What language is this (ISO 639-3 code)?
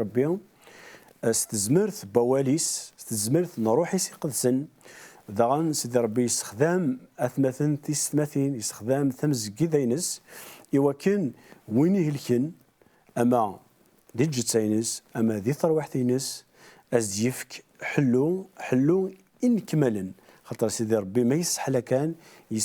kab